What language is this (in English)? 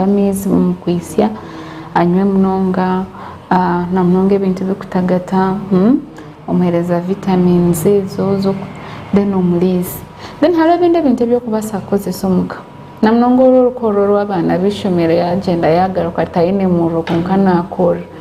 Nyankole